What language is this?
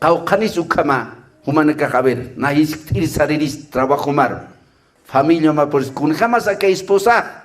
Aymara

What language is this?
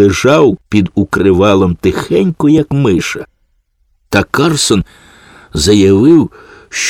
Ukrainian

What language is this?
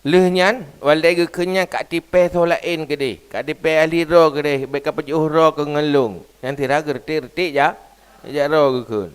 Achinese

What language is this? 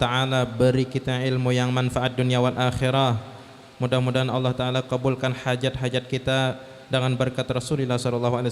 Banjar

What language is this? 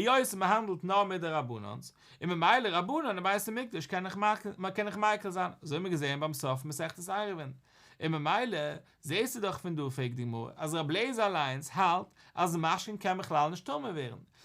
Yiddish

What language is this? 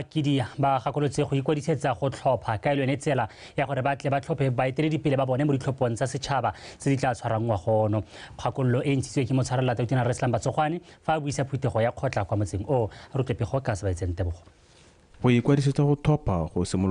Tswana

